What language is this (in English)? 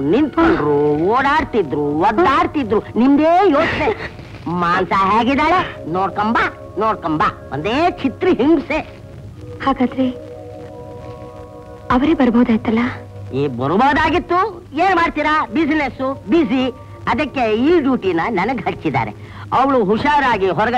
Kannada